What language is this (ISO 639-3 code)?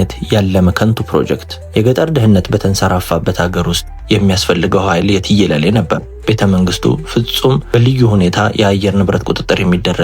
amh